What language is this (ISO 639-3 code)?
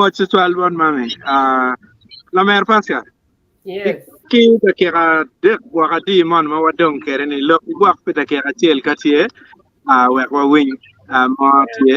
ach